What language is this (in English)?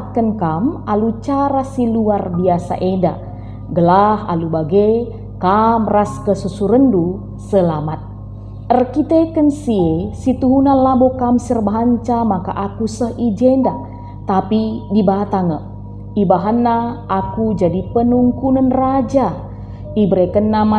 Batak Karo